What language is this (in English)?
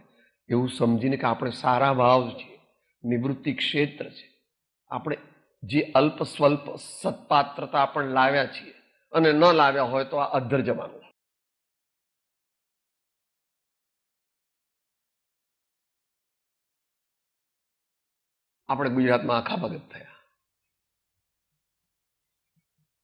Gujarati